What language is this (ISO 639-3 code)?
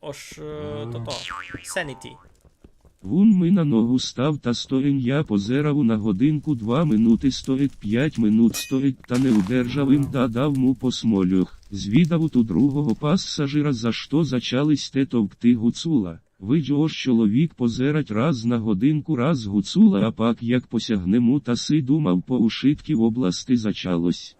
rue